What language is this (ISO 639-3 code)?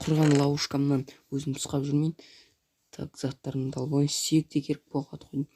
kaz